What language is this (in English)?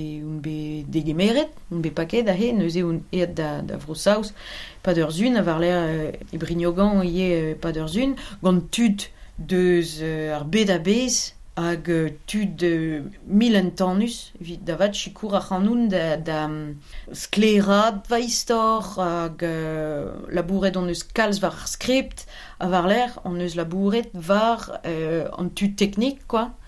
Breton